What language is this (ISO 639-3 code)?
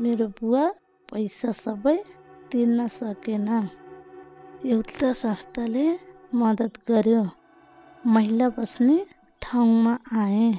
nep